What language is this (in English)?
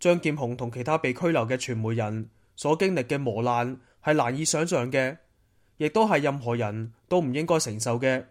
Cantonese